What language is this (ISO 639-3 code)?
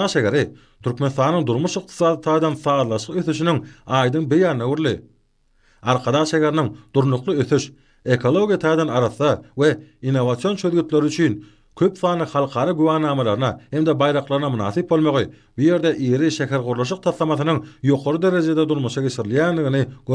tuk